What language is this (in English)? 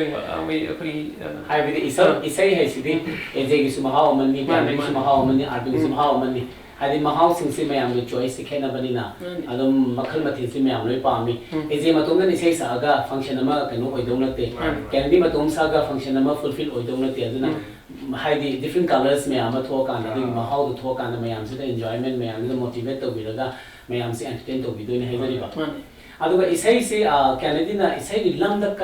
Manipuri